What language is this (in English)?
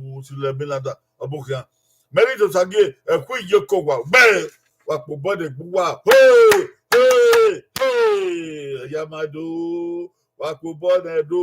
Bini